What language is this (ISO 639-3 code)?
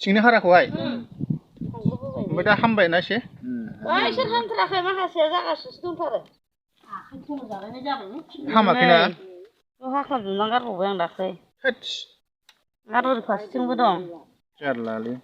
brx